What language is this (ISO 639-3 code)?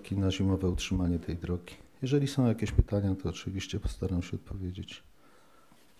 pol